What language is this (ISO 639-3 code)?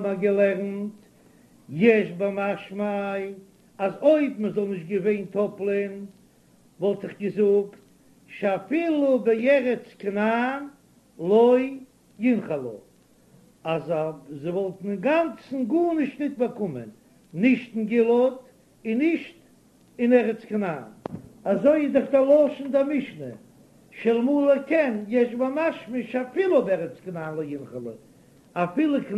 yid